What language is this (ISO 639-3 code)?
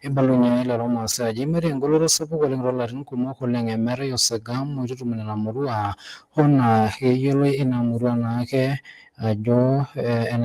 mas